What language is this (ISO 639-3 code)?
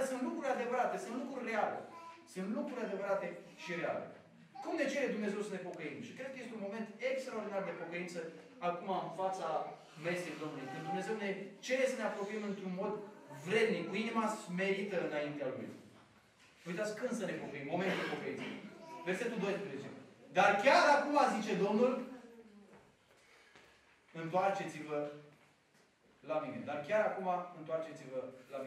ron